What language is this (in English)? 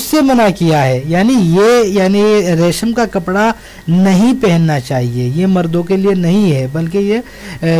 Urdu